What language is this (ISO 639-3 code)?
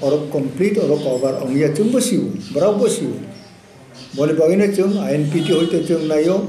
trp